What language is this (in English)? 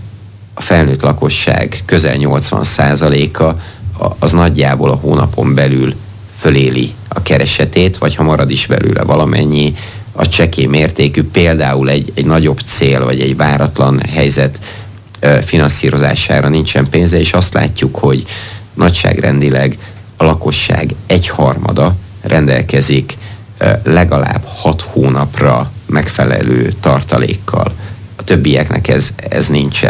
Hungarian